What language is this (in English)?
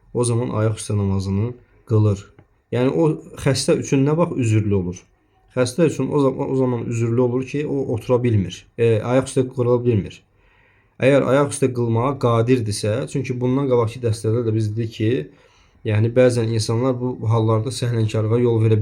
Azerbaijani